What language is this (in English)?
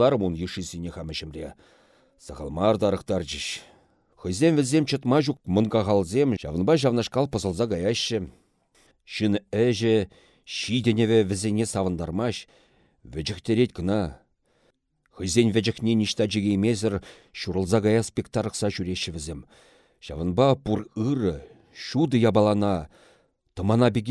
Chuvash